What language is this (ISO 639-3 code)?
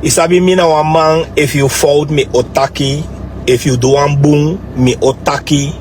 srn